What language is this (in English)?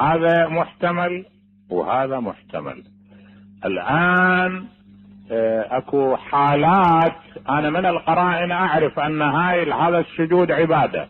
Mesopotamian Arabic